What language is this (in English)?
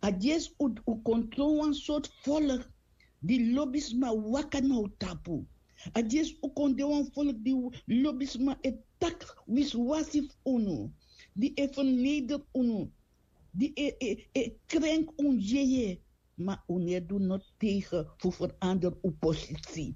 Sranan Tongo